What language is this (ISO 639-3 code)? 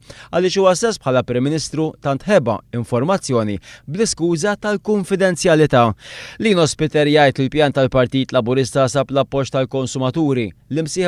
mlt